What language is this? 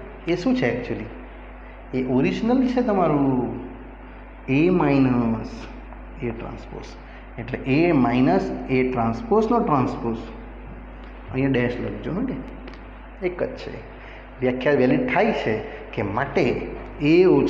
Gujarati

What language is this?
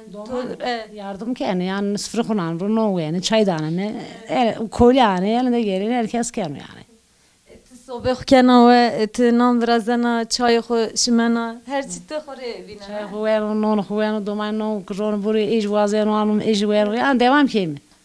Zaza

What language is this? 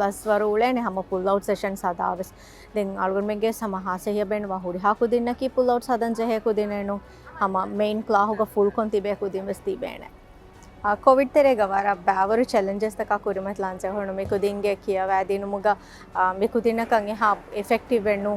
Divehi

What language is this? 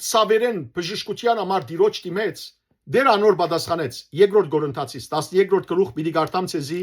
Western Armenian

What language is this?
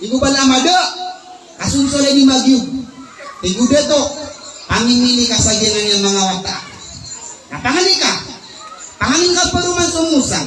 Maranao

